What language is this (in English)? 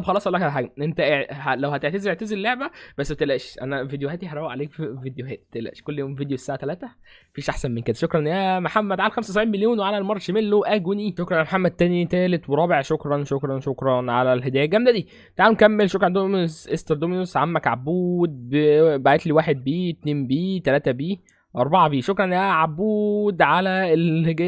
Egyptian Arabic